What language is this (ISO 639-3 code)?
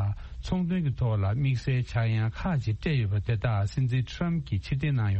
bod